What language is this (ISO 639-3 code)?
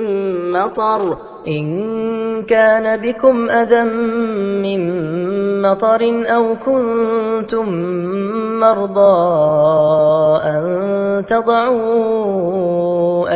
ara